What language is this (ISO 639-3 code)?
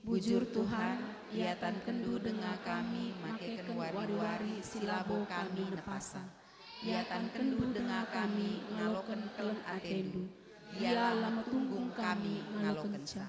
btx